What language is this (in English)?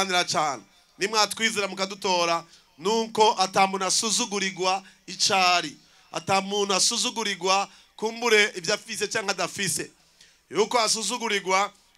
Rundi